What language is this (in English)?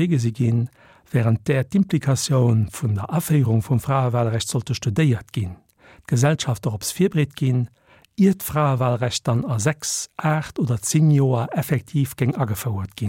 Luxembourgish